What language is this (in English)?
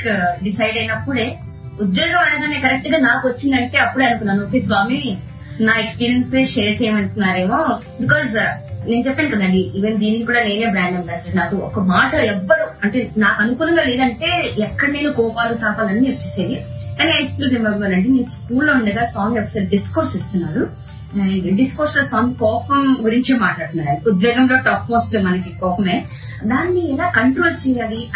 Telugu